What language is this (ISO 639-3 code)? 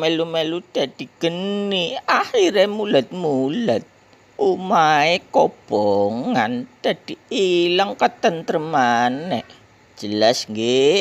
jav